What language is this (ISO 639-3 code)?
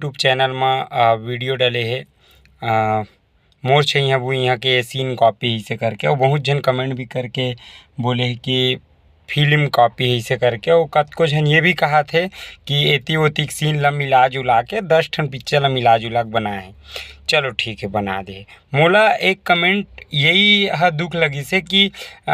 hne